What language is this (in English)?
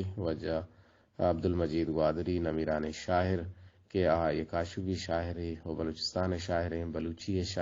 Eastern Balochi